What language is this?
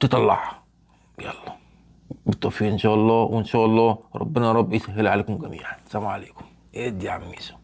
Egyptian Arabic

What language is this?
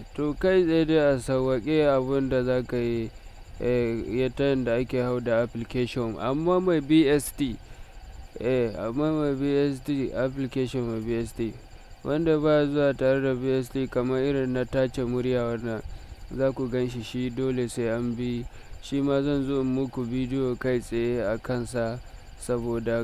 Hausa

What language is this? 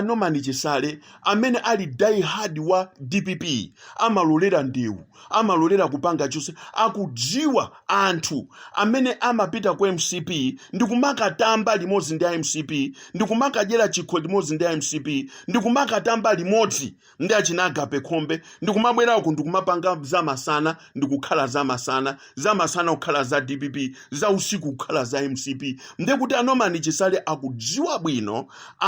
Nyanja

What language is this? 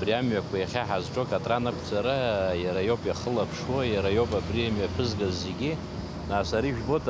Abkhazian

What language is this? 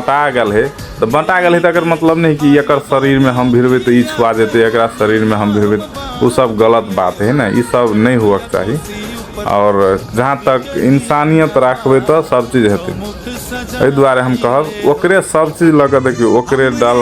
Maithili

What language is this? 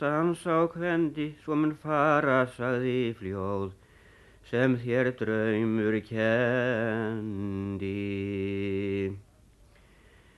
Icelandic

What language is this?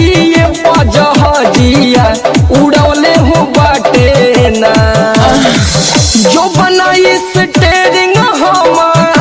Bhojpuri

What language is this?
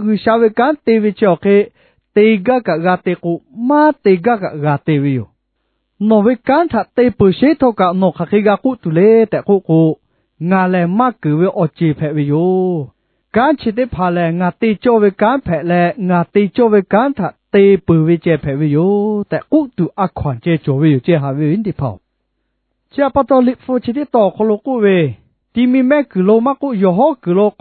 Lahu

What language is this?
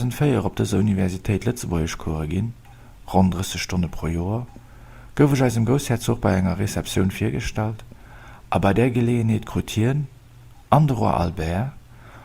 Luxembourgish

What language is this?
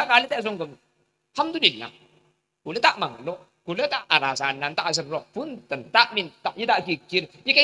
Madurese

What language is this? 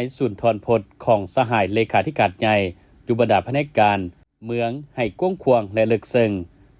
Lao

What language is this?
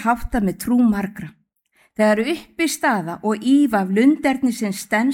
Icelandic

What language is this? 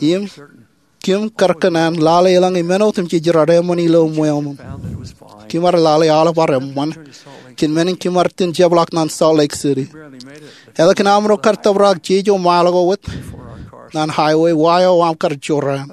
Marshallese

